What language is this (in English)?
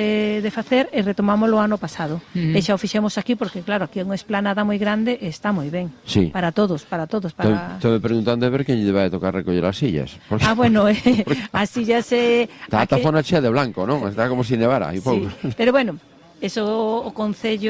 Galician